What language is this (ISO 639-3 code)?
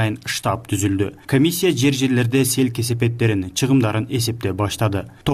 kir